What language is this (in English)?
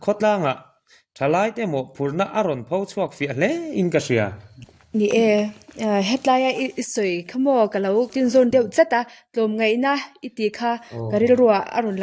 Mizo